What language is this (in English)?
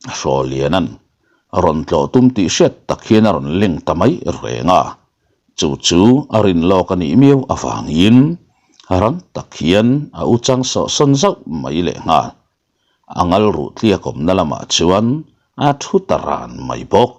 Mizo